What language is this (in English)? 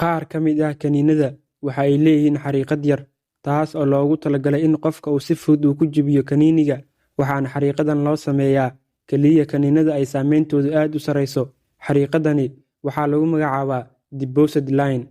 Somali